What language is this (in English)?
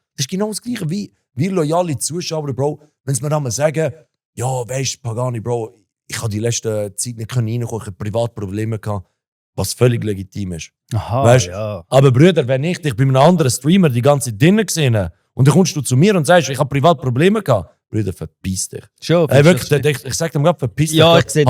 Swiss German